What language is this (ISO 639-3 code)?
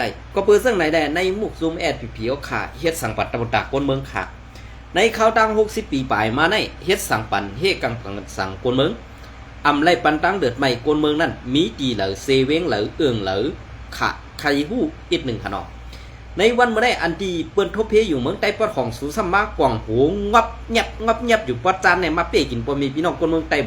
shn